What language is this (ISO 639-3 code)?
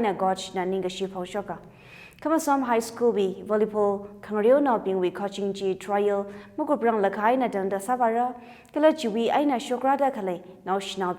nmf